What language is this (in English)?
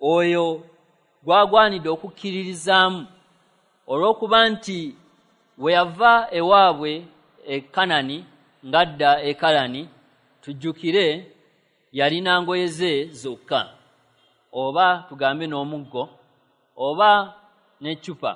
Ganda